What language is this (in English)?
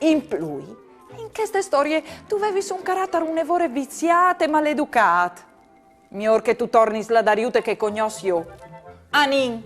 Friulian